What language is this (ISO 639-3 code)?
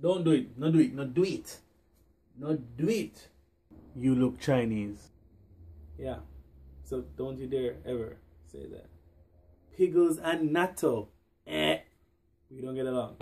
jam